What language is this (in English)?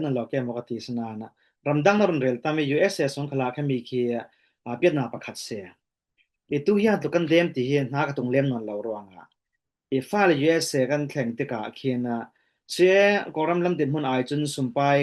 Falam Chin